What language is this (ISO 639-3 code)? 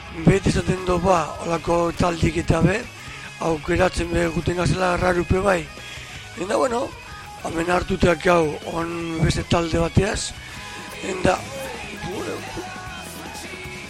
eus